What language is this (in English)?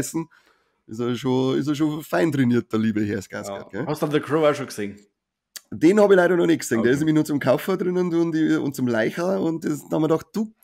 Bavarian